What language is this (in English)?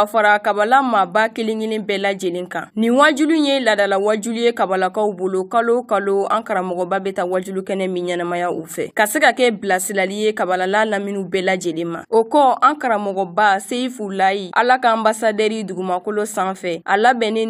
Bambara